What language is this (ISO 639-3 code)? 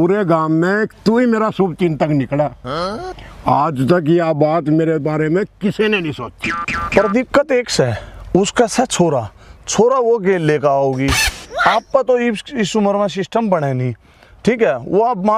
bgc